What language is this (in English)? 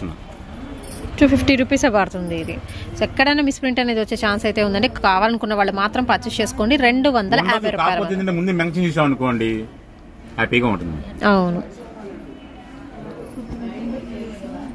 Telugu